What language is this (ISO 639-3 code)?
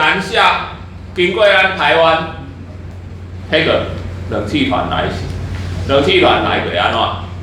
nan